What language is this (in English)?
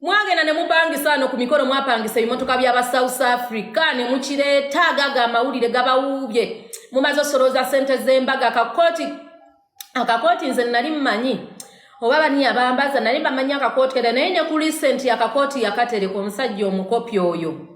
Ganda